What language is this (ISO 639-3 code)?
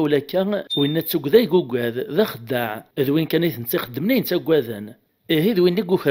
kab